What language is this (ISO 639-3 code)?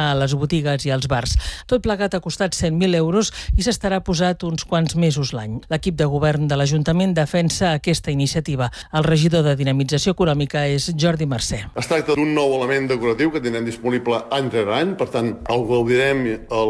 cat